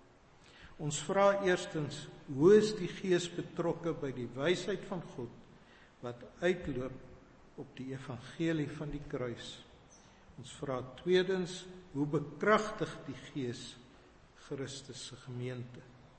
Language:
Afrikaans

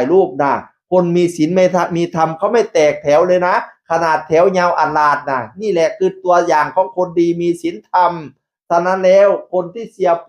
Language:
Northeastern Thai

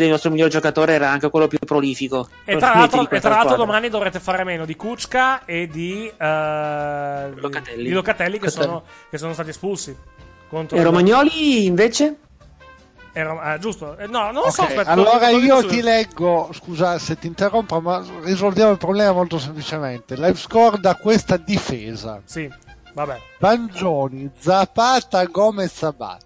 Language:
Italian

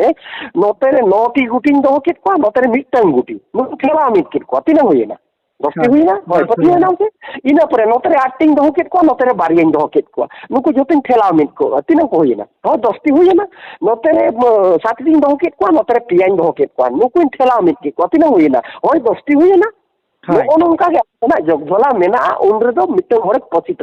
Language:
Santali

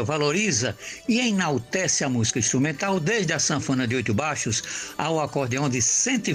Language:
Portuguese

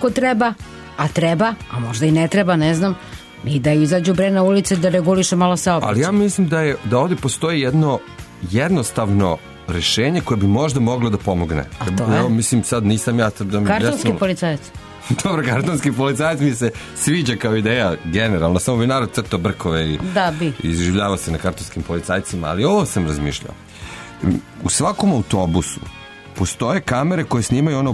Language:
Serbian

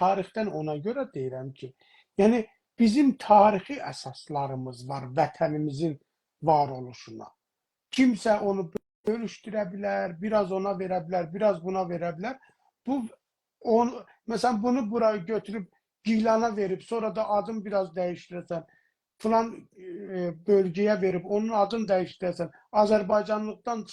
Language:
South Azerbaijani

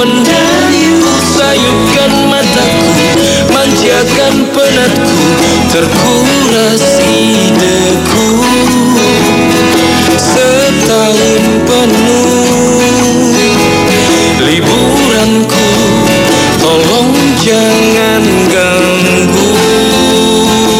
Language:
Indonesian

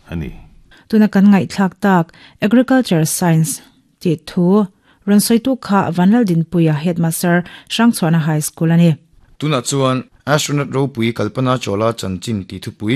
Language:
Mizo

